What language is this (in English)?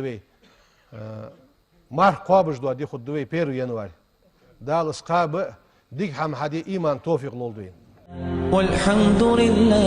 Ingush